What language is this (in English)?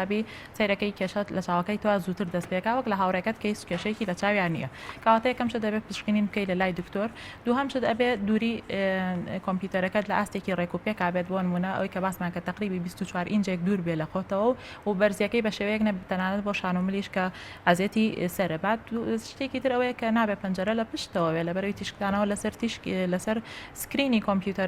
Central Kurdish